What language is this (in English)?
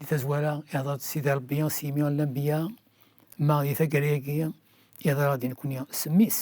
Kabyle